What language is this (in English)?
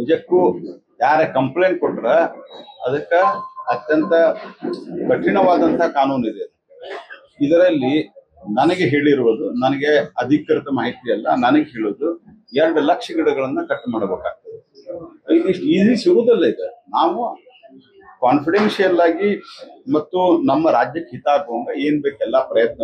Kannada